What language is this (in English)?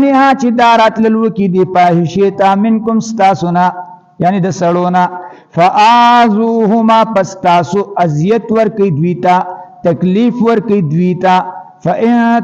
Pashto